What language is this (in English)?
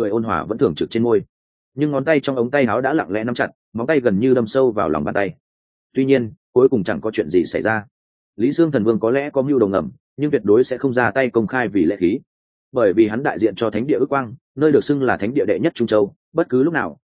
Vietnamese